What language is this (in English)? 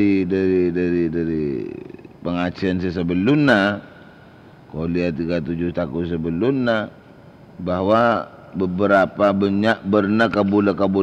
Madurese